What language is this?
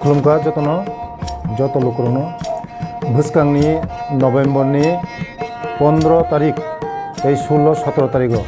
Kok Borok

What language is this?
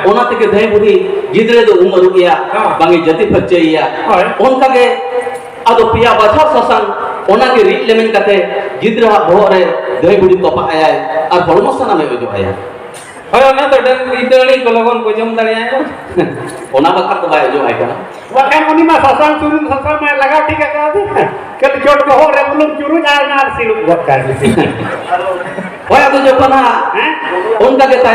Santali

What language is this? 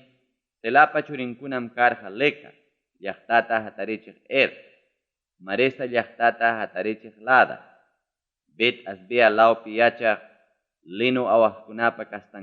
Ayacucho Quechua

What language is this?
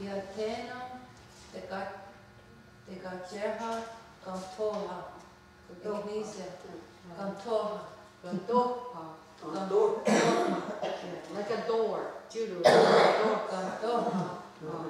Mohawk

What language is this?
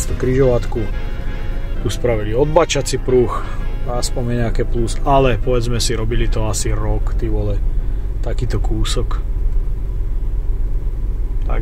Slovak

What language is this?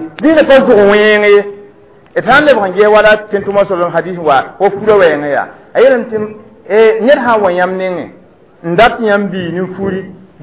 Mossi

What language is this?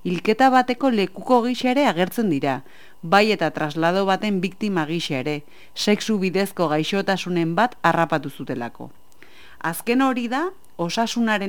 Basque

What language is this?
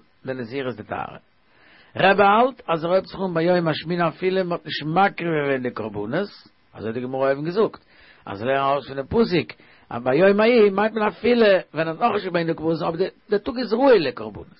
Yiddish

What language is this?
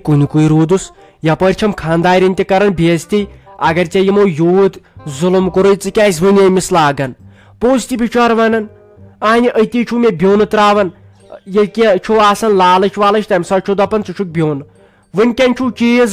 Kashmiri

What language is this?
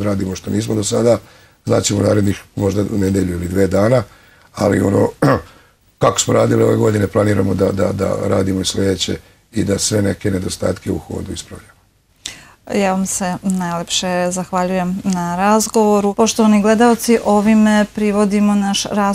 Serbian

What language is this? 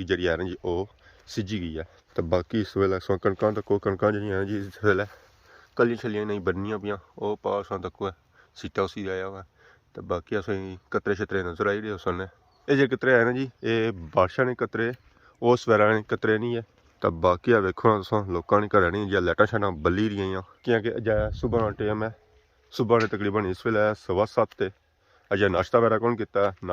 Pahari-Potwari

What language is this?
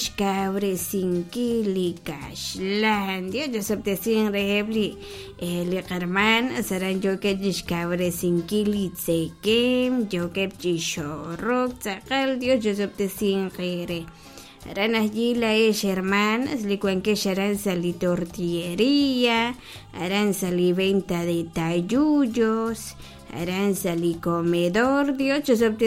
Kekchí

